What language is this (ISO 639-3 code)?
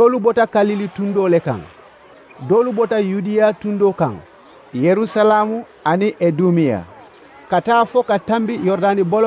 man